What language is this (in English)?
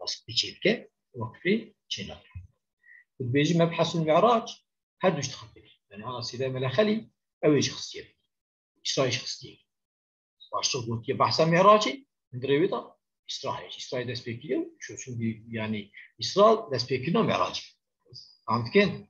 Kurdish